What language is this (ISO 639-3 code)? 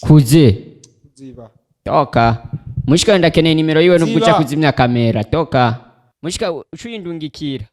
run